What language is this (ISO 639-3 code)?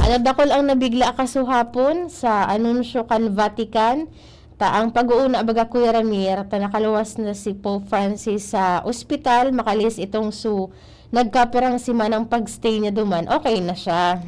bik